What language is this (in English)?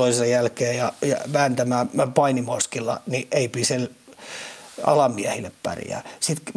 Finnish